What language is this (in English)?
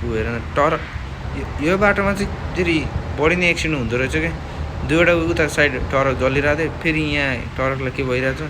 Nepali